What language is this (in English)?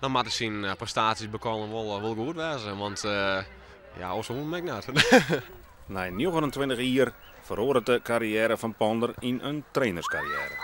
Western Frisian